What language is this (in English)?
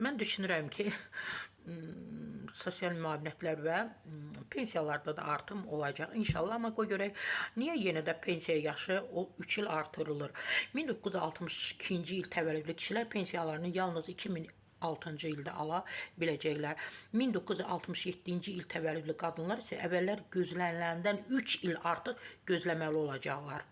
Azerbaijani